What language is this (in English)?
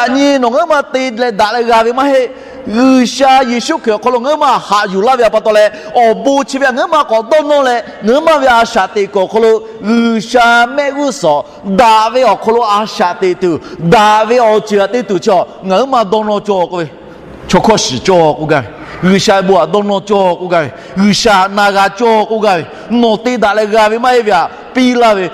Lahu